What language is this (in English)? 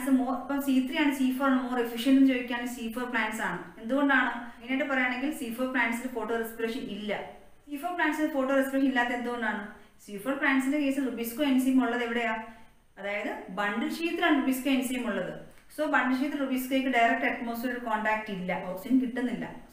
Malayalam